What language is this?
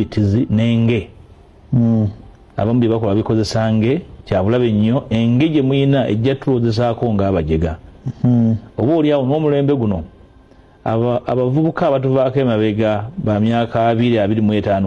Ganda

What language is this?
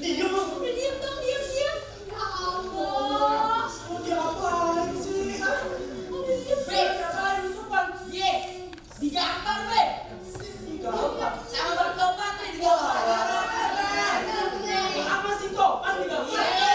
Betawi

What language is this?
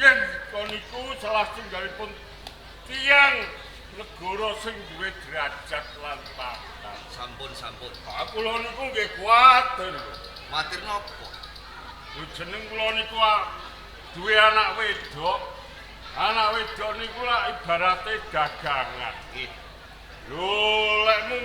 Javanese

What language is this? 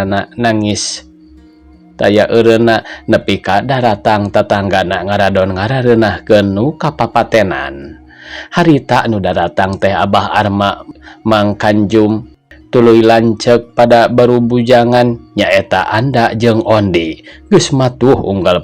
Sundanese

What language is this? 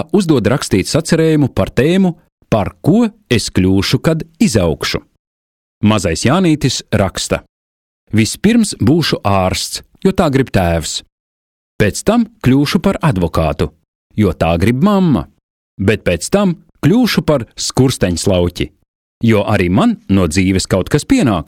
Latvian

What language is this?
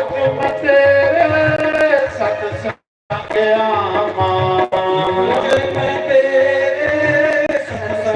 Dogri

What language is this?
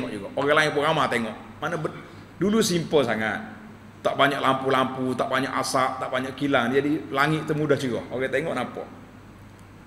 Malay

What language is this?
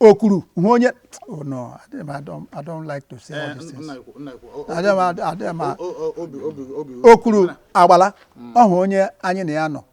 Igbo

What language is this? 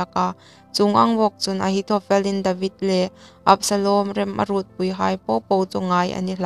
Hmar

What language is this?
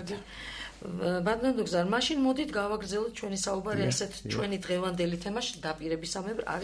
Georgian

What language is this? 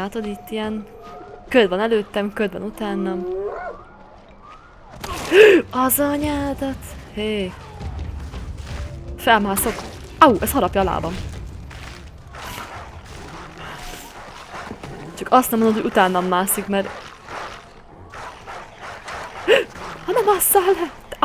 Hungarian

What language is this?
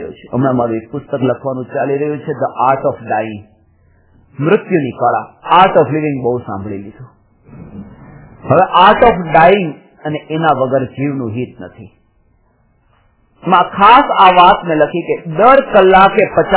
Gujarati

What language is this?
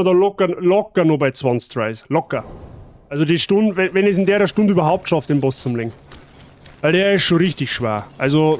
Bavarian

